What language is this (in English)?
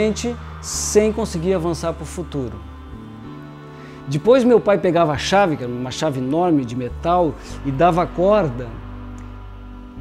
Portuguese